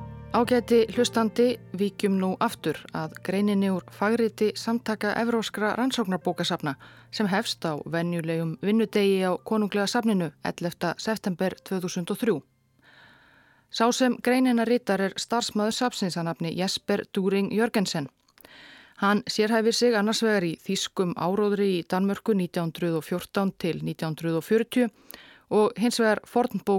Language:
Icelandic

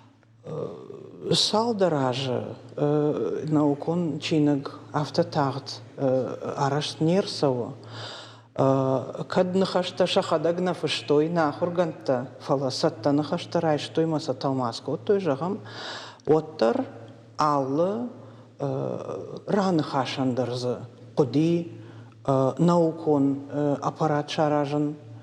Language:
Ossetic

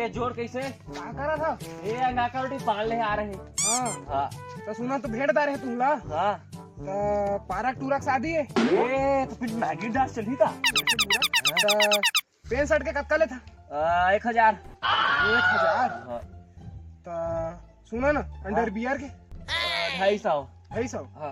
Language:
Chhattisgarhi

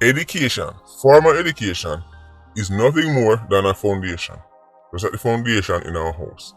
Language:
Jamaican Creole English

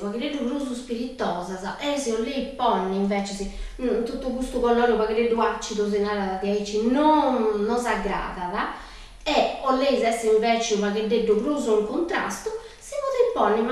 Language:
Sardinian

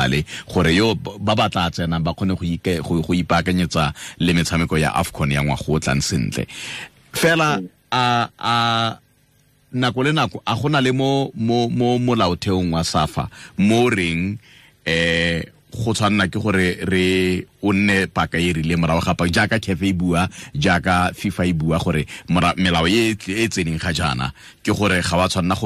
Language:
Tswana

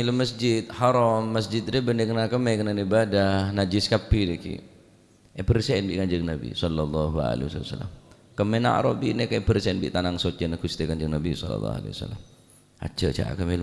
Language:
Madurese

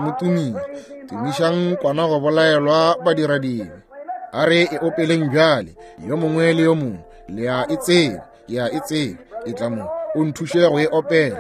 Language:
Northern Sotho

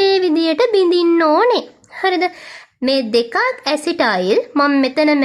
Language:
Sinhala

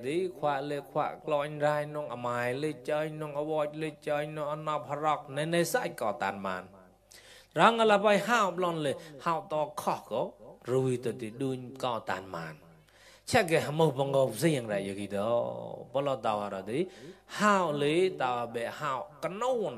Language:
Mon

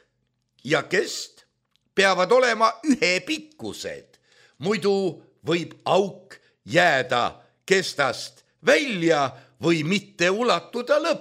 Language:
Estonian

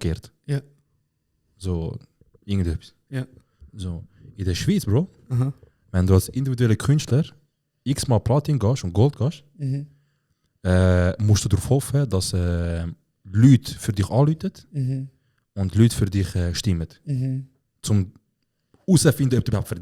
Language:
Swiss German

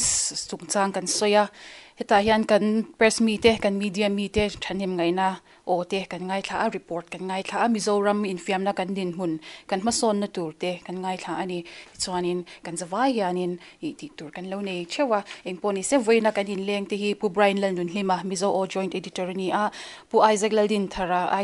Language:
Mizo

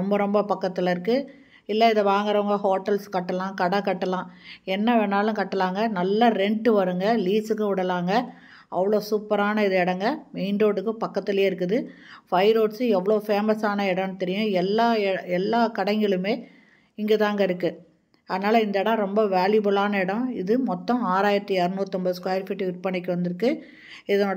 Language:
Tamil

